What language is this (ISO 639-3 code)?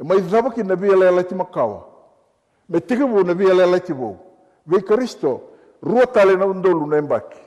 fij